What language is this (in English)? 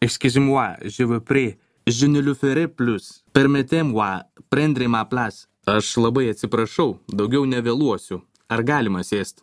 Lithuanian